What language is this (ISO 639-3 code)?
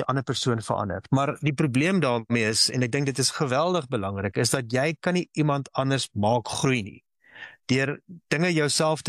afr